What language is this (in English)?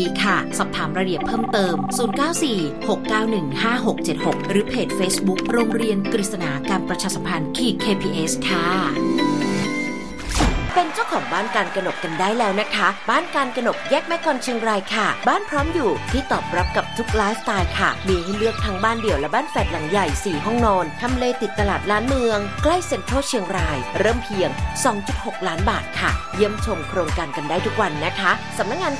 Thai